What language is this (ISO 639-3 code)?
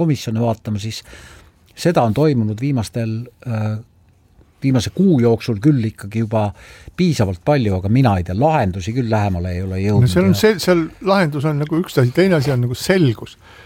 est